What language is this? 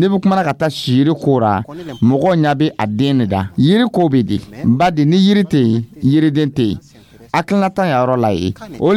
Dyula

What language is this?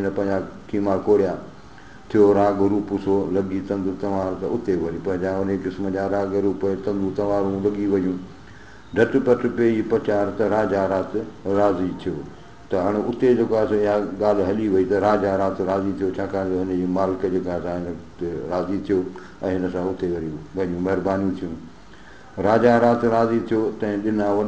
Sindhi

